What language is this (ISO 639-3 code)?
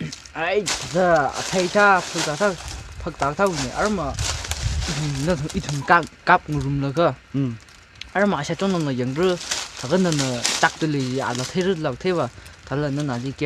nmf